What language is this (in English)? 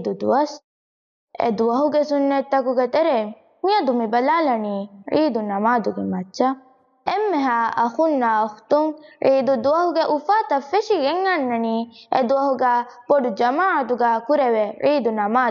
Divehi